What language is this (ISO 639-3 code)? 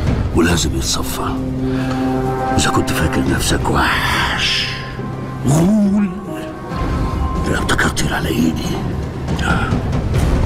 arz